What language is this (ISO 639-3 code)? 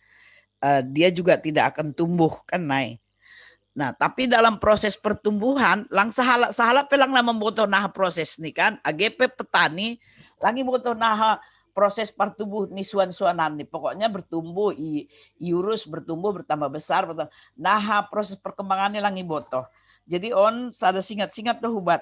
bts